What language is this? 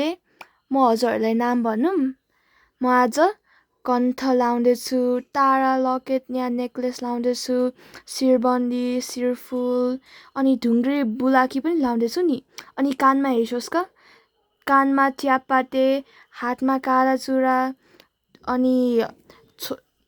Nepali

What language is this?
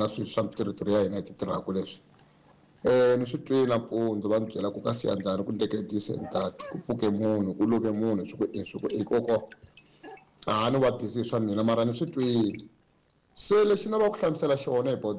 Tsonga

